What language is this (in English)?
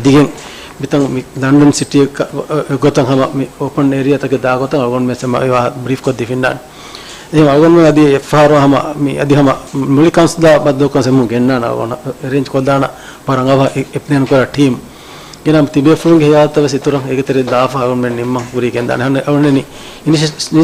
Divehi